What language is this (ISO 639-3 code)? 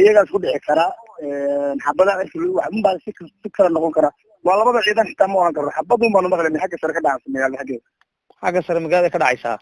som